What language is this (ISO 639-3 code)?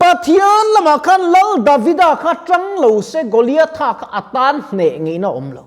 lus